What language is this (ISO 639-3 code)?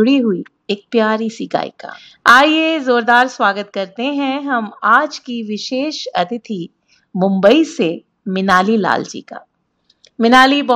hin